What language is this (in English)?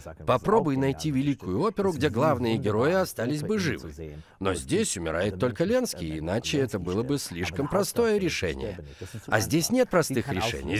Russian